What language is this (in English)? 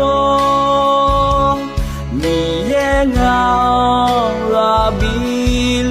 Akha